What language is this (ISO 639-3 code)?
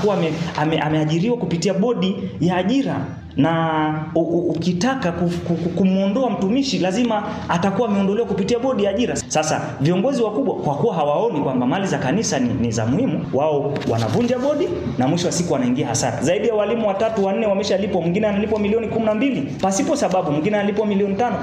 swa